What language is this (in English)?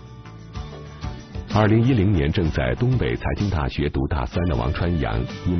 Chinese